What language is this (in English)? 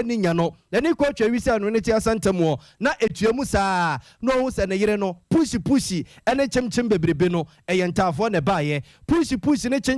Akan